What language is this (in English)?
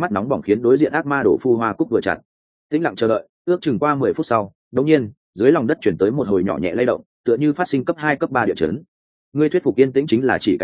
Vietnamese